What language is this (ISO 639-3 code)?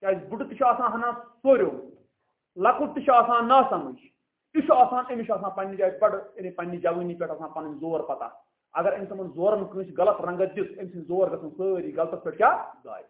kas